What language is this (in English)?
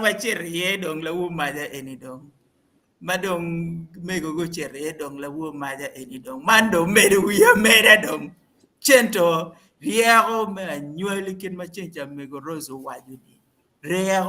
Acoli